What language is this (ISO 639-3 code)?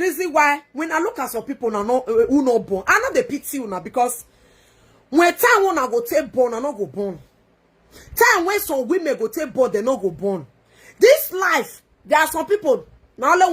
pcm